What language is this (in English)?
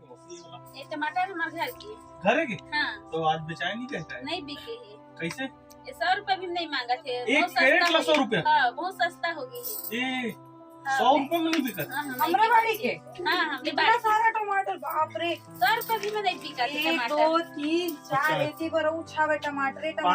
Chhattisgarhi